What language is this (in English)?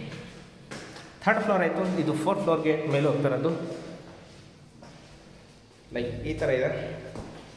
Kannada